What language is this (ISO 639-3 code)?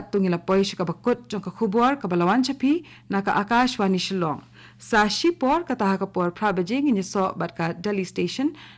kha